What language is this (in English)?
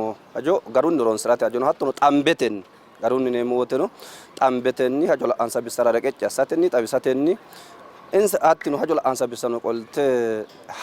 Sidamo